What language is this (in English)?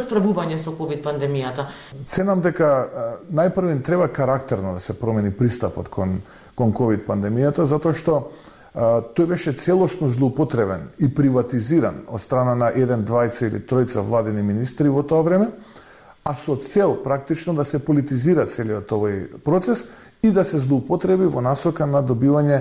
Macedonian